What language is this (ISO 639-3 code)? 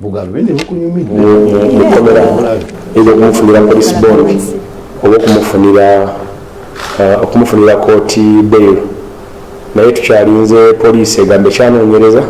lug